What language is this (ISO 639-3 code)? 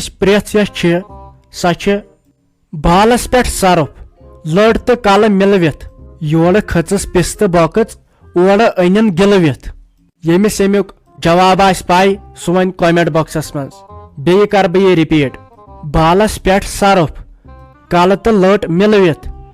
kas